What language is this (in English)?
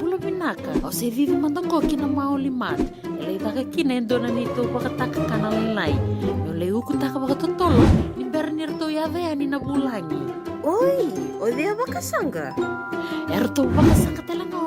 Fijian